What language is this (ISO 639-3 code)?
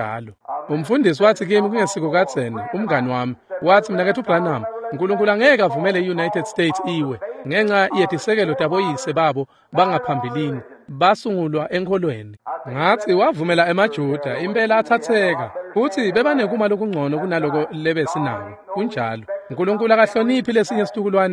ssw